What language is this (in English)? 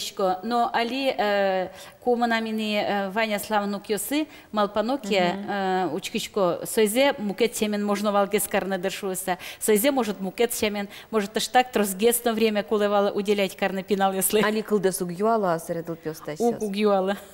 Udmurt